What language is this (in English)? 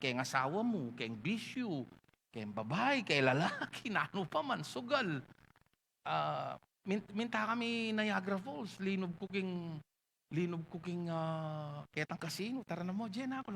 Pampanga